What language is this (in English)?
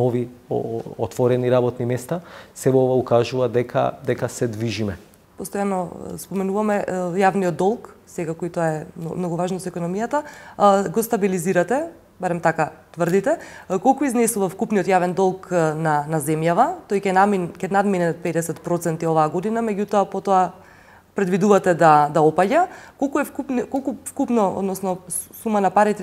Macedonian